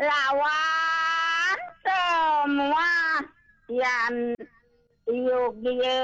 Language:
Balinese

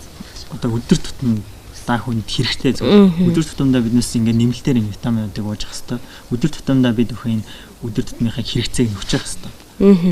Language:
Mongolian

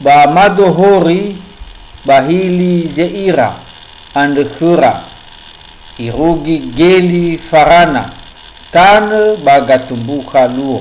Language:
Nias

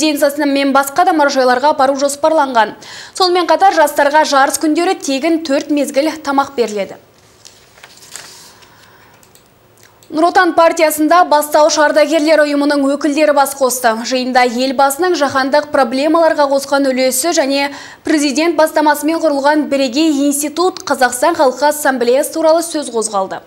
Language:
Kazakh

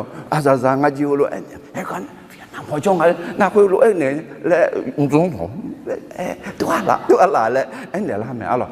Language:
Akha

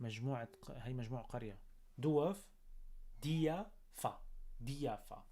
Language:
North Levantine Arabic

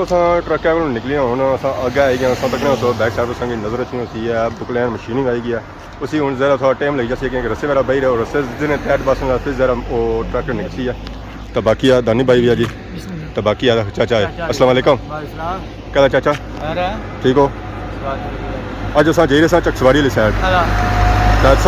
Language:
Pahari-Potwari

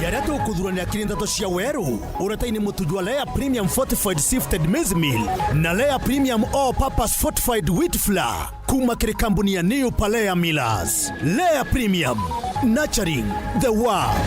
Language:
Meru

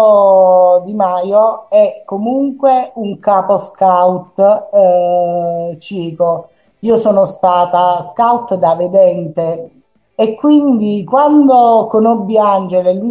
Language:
Italian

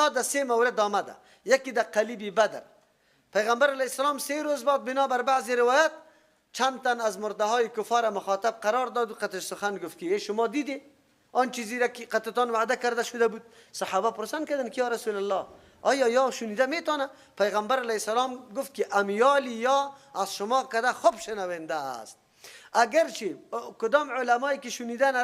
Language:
Persian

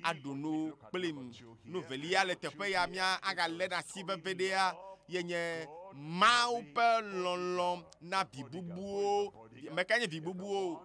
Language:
Ewe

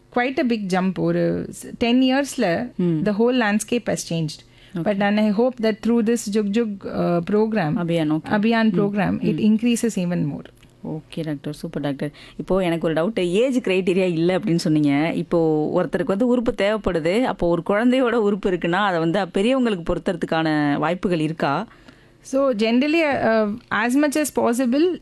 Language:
Tamil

